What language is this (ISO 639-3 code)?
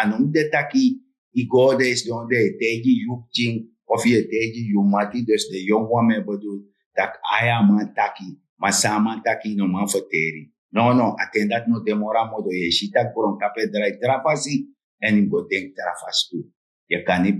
srn